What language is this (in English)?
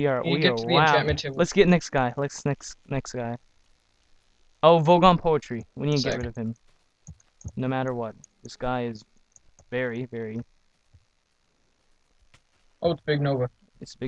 English